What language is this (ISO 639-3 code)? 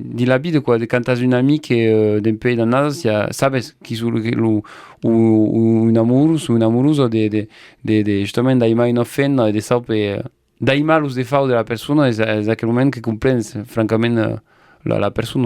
oci